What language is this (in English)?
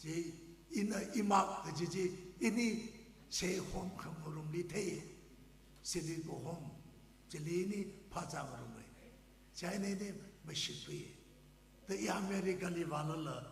Tangkhul Naga (India)